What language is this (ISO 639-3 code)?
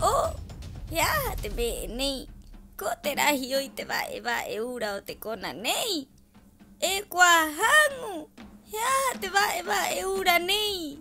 rap